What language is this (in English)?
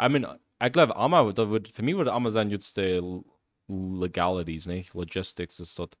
Plautdietsch